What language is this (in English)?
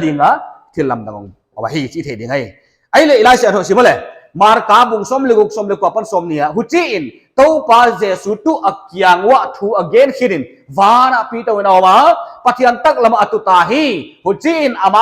Paite Chin